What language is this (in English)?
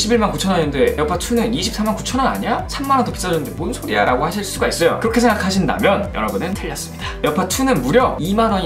Korean